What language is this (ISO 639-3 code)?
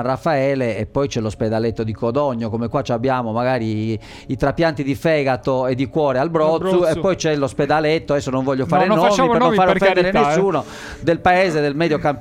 ita